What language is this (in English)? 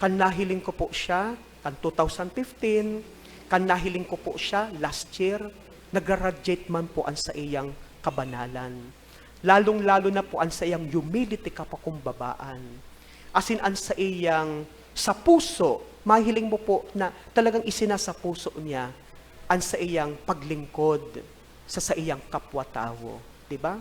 Bikol